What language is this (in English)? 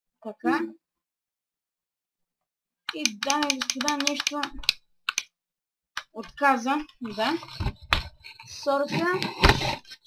Bulgarian